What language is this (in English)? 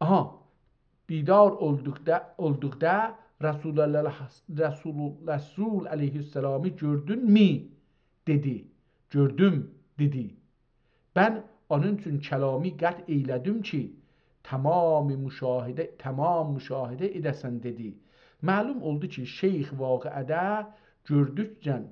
South Azerbaijani